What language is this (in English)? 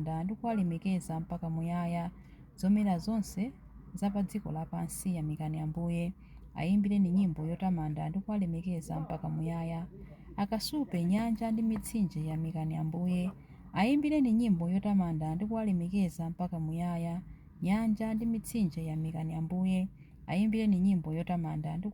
Nyanja